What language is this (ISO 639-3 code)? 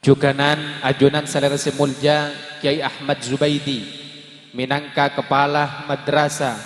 mad